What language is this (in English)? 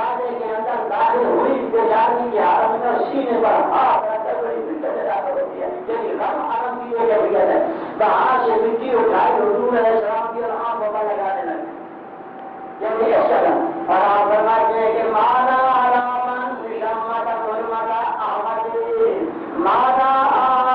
Urdu